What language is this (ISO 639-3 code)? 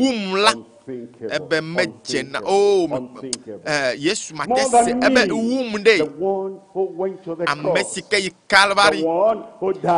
ewe